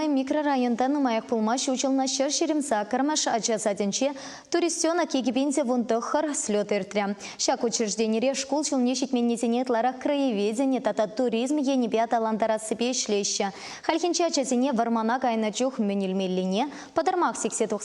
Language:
Chuvash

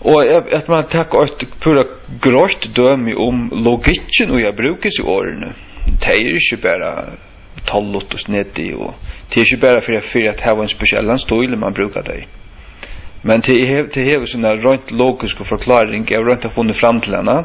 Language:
Faroese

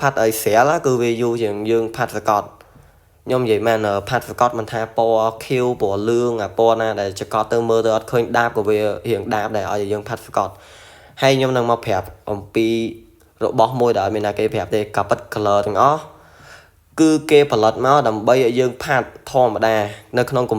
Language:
Khmer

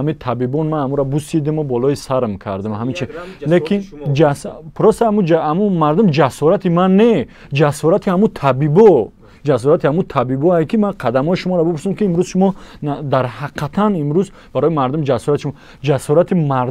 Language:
Tajik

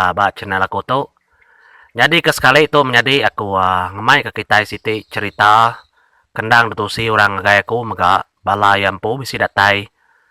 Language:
Iban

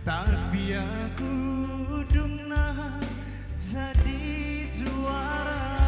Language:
Batak Karo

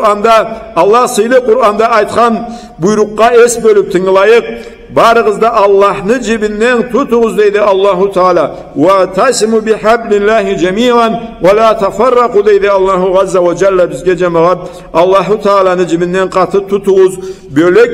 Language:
Karachay-Balkar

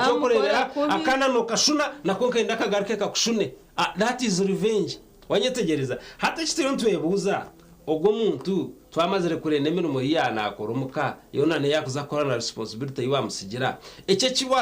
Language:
Nyankole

